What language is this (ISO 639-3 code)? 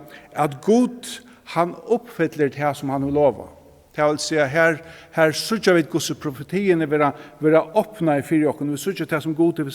fao